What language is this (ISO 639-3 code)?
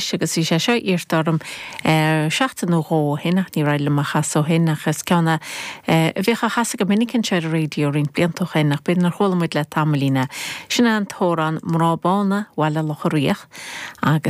gle